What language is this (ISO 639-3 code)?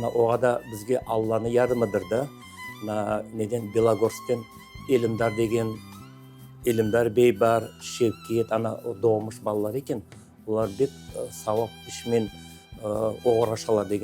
crh